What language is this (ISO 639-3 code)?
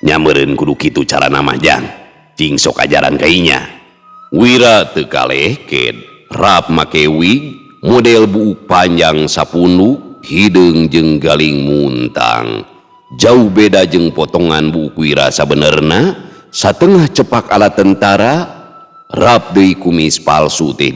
sun